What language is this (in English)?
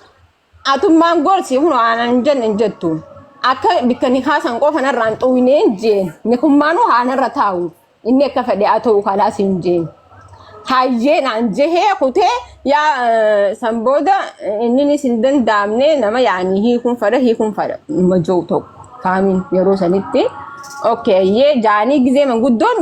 Oromo